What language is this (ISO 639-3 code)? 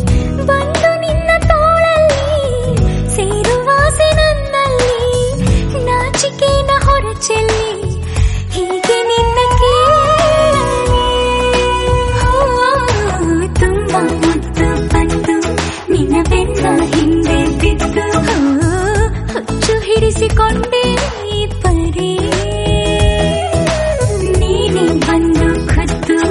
kan